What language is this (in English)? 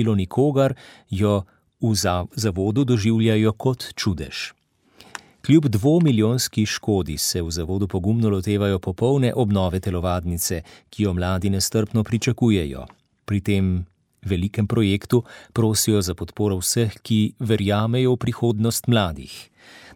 Slovenian